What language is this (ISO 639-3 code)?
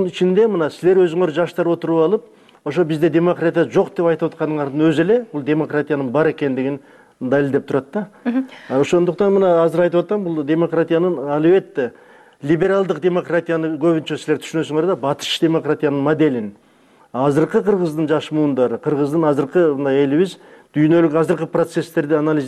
kir